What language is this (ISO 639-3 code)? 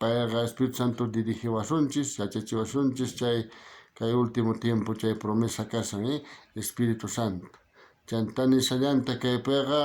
quh